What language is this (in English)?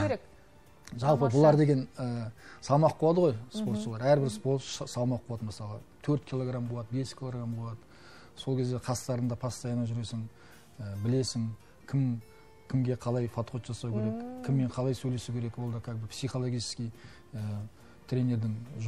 Kazakh